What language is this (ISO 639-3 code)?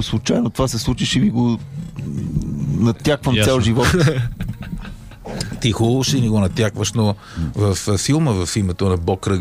bul